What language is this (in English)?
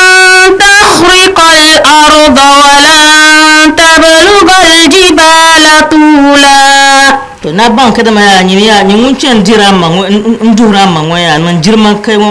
Dagbani